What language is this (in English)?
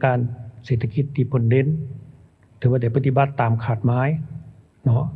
Lao